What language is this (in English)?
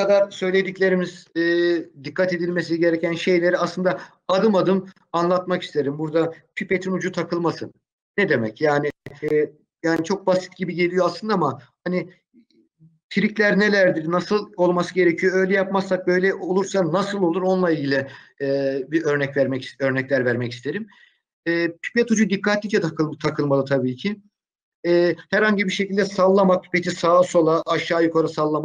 Turkish